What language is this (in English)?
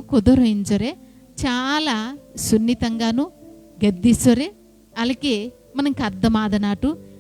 Koya